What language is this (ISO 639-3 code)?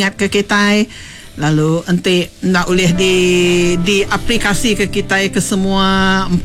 iba